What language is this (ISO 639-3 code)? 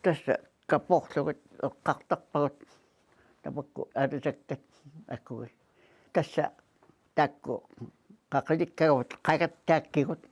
kal